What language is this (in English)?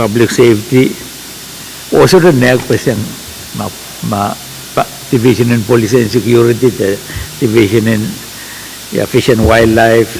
Pohnpeian